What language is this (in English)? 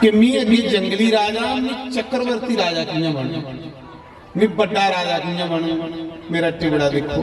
Dogri